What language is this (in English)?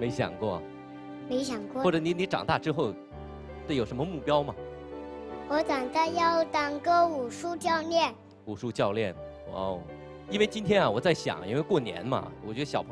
Chinese